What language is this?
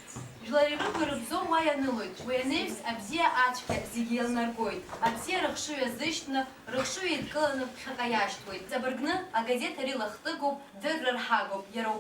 Abkhazian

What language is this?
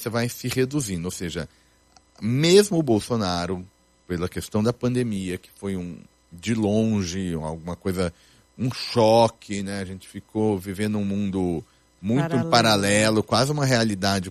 Portuguese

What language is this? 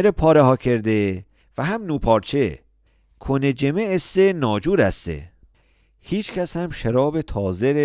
Mazanderani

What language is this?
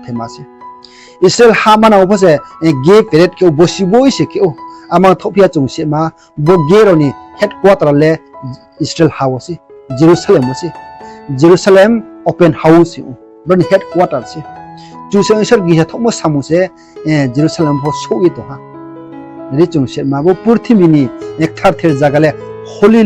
Riang (India)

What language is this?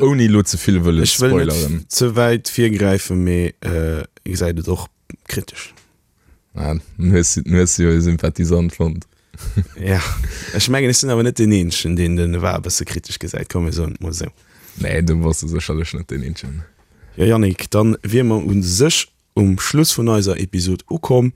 Luxembourgish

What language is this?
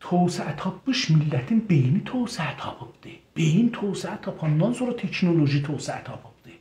South Azerbaijani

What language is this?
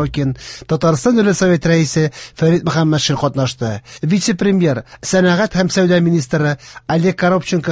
Tatar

